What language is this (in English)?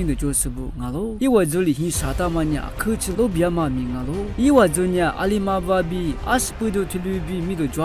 Lisu